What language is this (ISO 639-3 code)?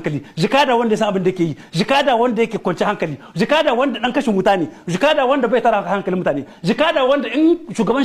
hau